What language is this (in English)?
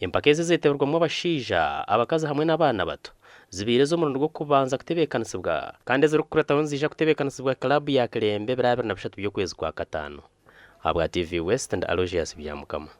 Nyankole